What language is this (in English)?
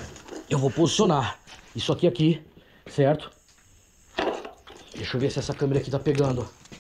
Portuguese